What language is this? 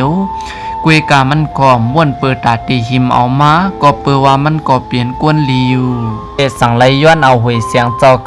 Shan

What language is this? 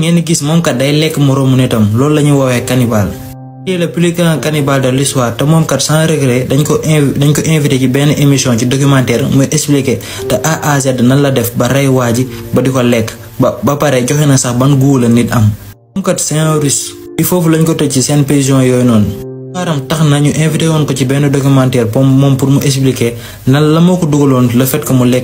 Wolof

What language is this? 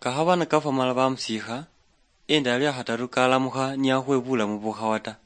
Luyia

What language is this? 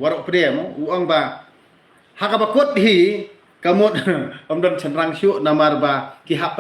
Khasi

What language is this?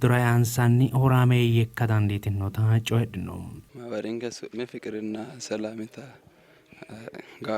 Sidamo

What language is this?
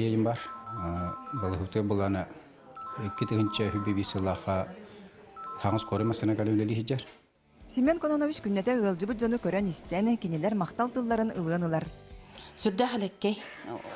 Yakut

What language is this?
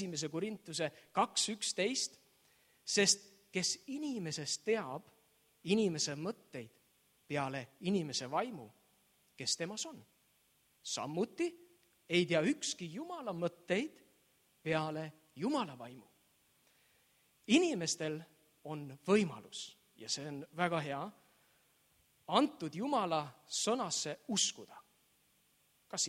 Estonian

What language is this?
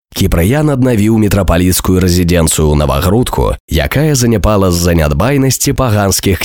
Belarusian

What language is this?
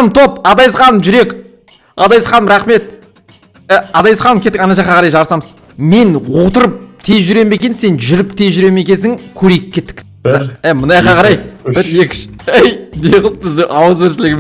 Kazakh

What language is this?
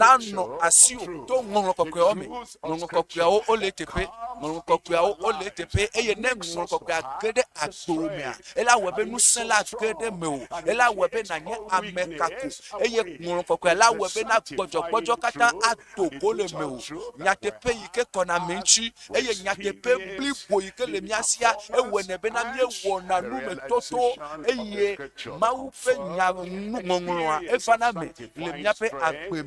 Ewe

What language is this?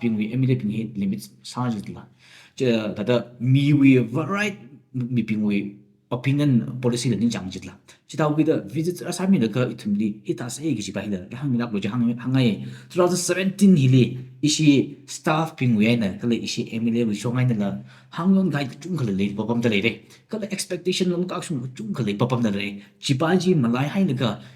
Tangkhul Naga (India)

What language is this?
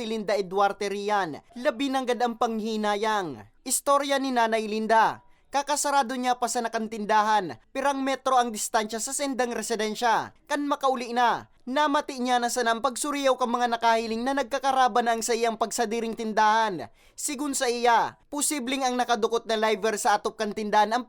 Bikol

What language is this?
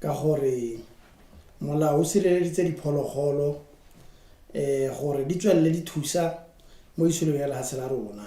Tswana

